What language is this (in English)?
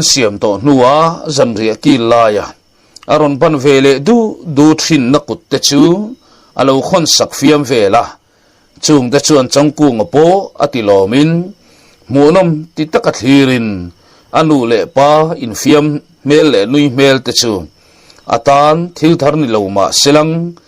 Mizo